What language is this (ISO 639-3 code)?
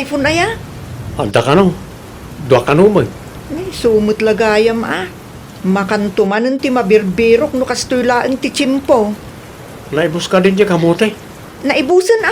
ilo